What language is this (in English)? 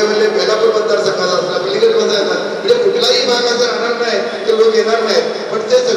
Marathi